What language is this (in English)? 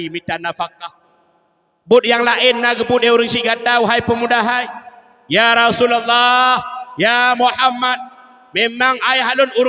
Achinese